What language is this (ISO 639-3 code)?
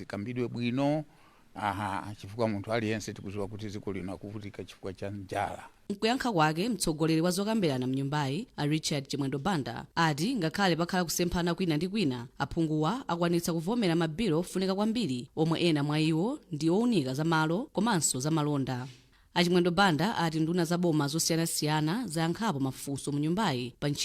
nya